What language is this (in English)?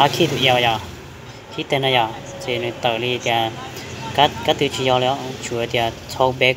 Hmong